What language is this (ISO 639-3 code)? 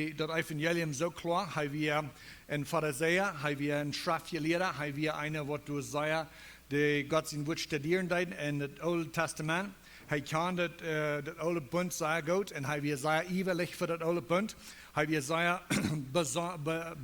pdt